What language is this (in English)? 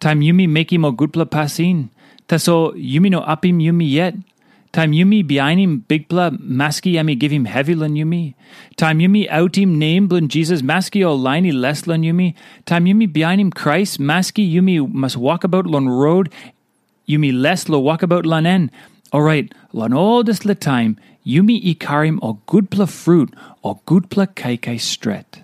Tok Pisin